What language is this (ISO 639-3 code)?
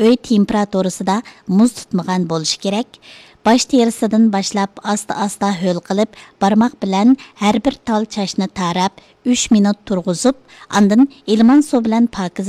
uig